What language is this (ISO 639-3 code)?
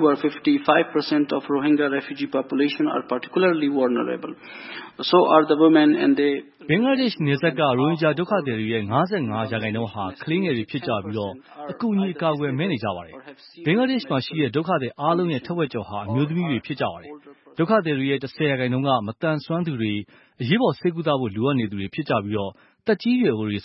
mya